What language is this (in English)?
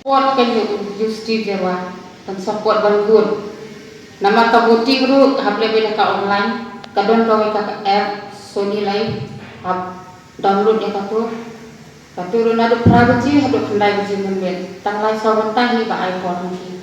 Khasi